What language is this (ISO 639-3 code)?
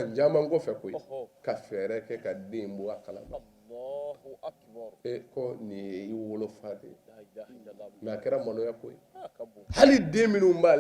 bam